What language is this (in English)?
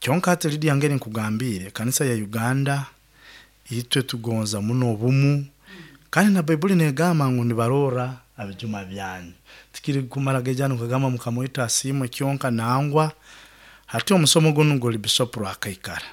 Nyoro